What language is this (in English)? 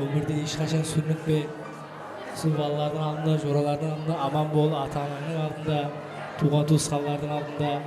Kara-Kalpak